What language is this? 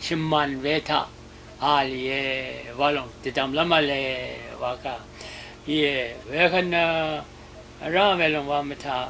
Rawang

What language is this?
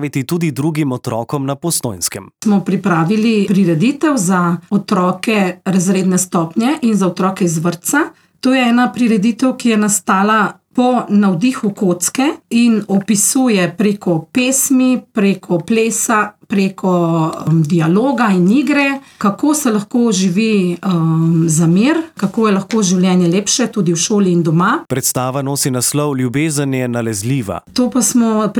Slovenian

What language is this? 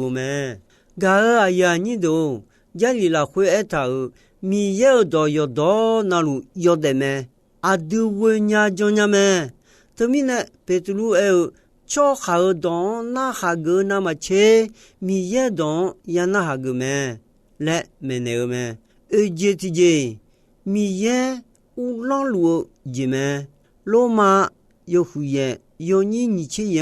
Akha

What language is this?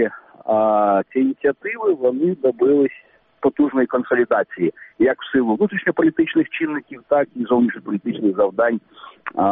Ukrainian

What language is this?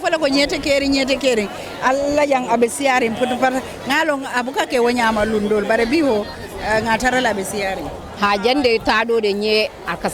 Fula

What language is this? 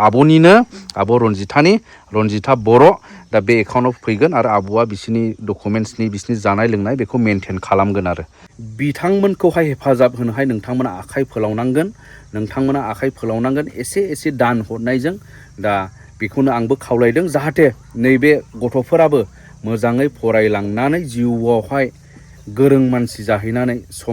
Bodo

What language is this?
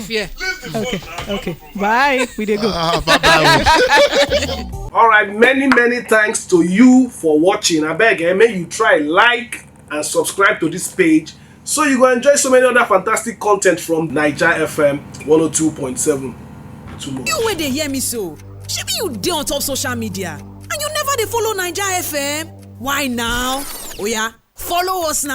Nigerian Pidgin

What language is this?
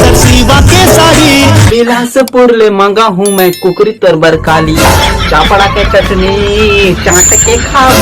Chhattisgarhi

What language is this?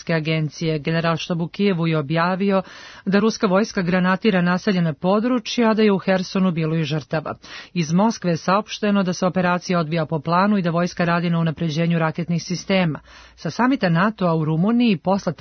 Serbian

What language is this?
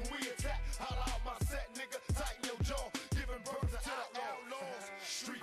Turkish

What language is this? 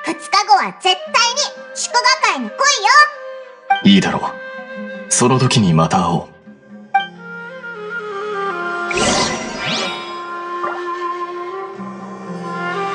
Japanese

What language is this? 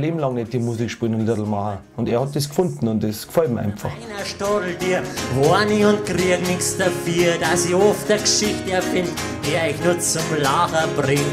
Bavarian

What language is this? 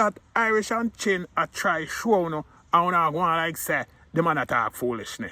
Jamaican Creole English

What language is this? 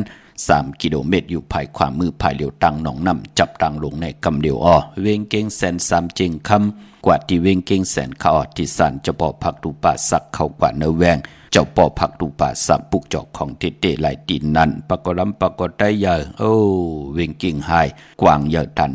Shan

